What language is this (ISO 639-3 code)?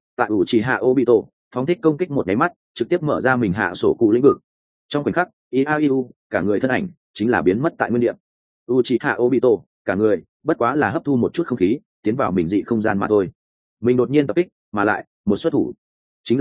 vie